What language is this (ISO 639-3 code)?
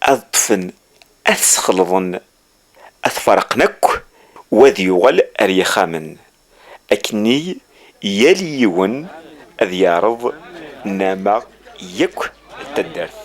kab